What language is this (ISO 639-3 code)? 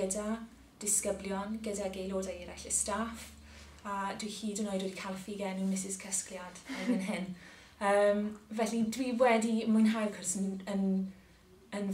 cym